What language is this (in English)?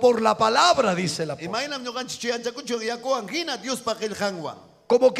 Ayacucho Quechua